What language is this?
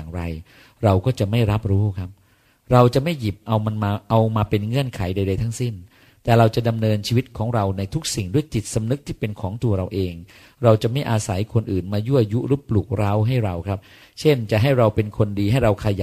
Thai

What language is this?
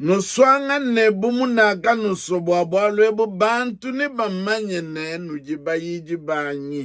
Luba-Lulua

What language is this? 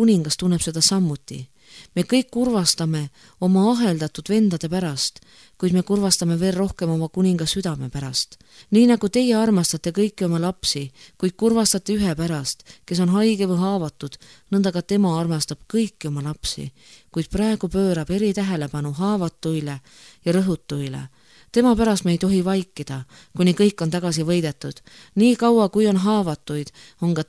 Estonian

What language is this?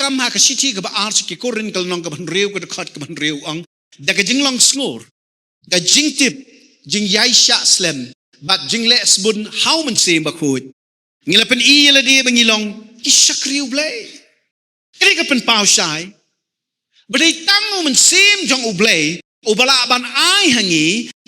Khasi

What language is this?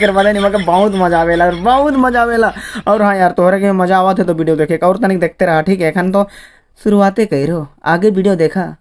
Sadri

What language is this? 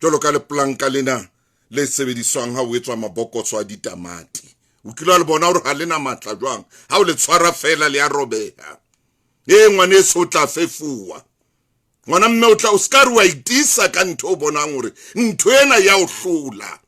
Southern Sotho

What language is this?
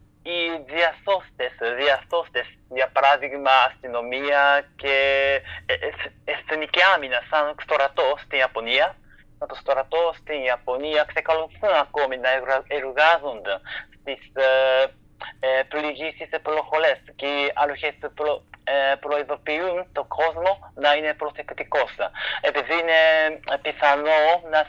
Greek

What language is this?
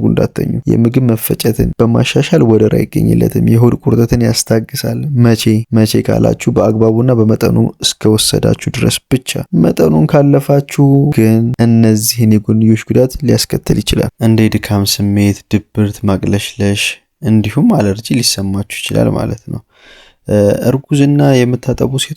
Amharic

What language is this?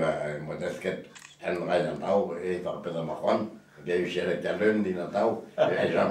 Breton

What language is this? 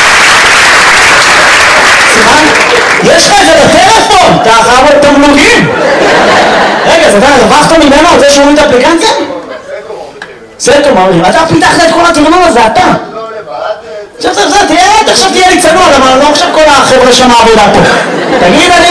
Hebrew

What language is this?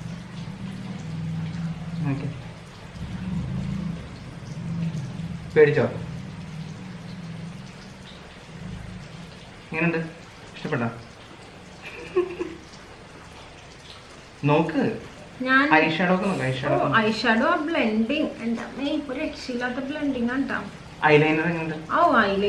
Malayalam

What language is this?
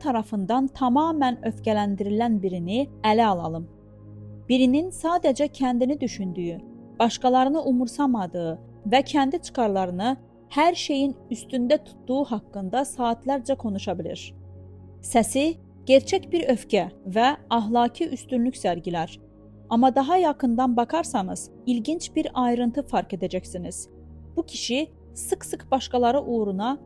Azerbaijani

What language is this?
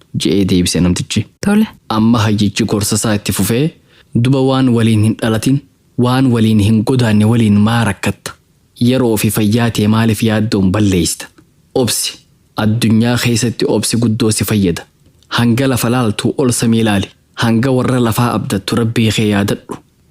Oromo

